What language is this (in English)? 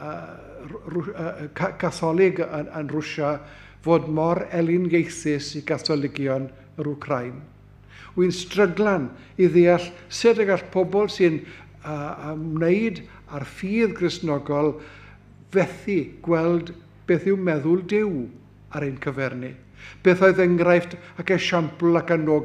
Welsh